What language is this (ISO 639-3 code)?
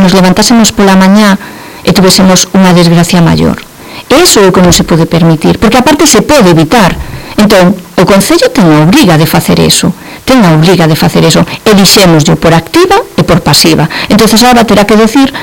glg